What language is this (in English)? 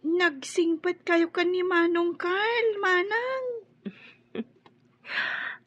Iloko